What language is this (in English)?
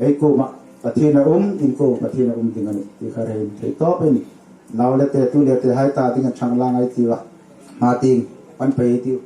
Hmar